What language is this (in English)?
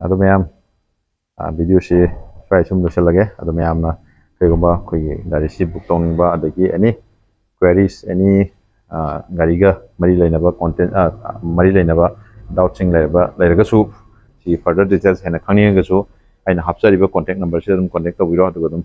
Manipuri